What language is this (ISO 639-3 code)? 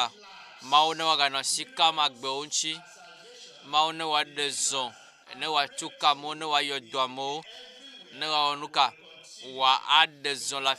ewe